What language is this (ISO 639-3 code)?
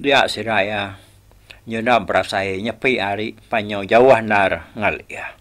iba